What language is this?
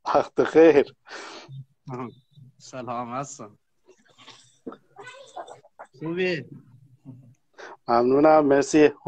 Persian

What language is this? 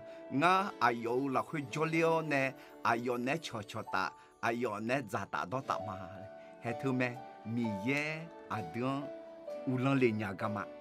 Akha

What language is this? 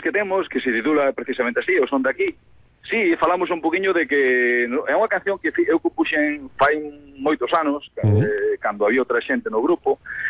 Galician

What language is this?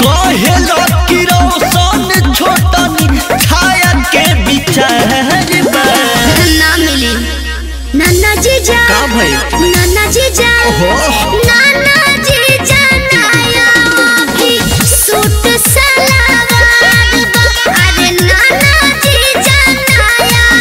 Bhojpuri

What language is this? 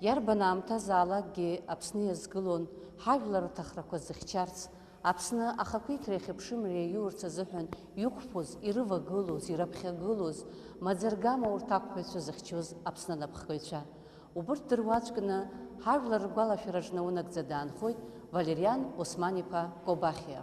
Abkhazian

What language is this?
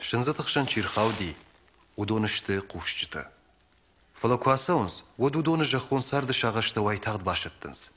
Ossetic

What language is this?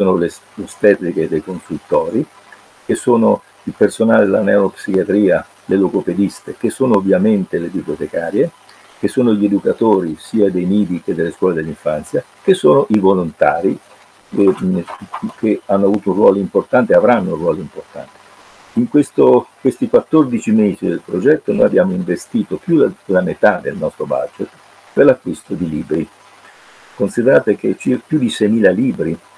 Italian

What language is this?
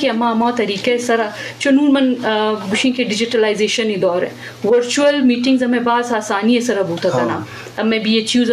Eastern Balochi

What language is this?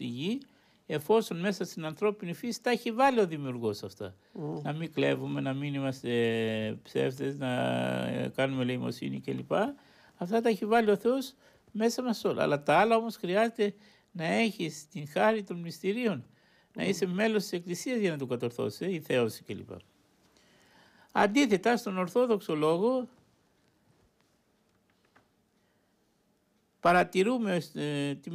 Greek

